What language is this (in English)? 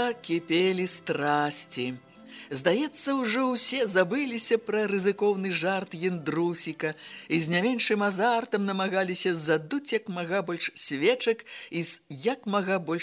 Belarusian